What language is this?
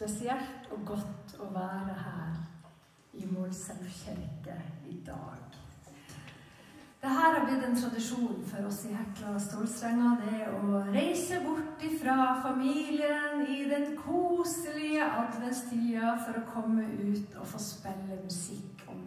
Norwegian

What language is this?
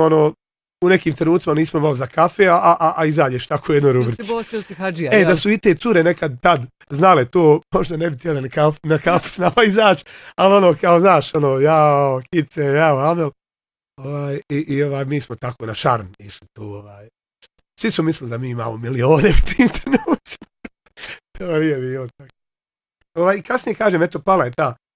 Bosnian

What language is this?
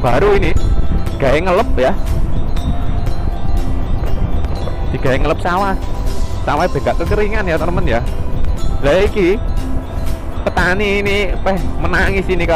Indonesian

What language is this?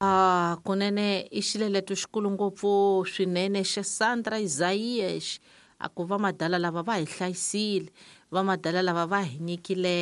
Tsonga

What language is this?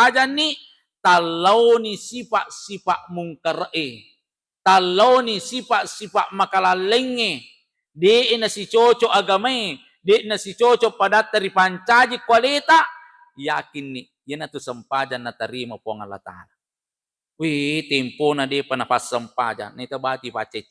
Buginese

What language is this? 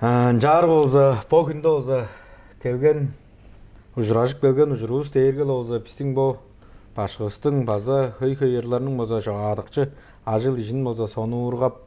Tuvinian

